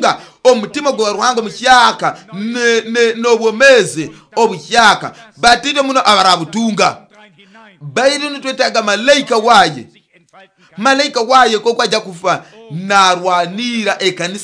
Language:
Nyoro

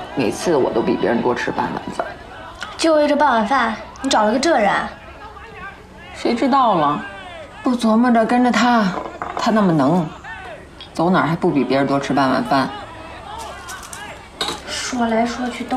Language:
Chinese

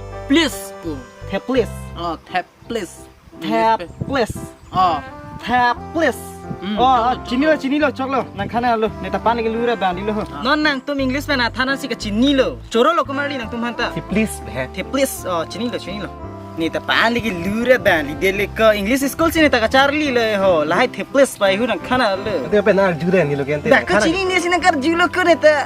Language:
Karbi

